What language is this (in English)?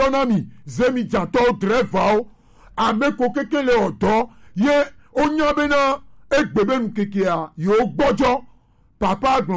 Gen